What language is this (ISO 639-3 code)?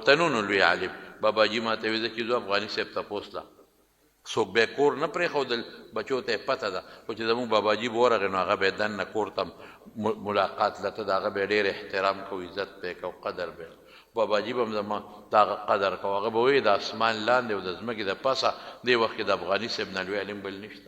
pus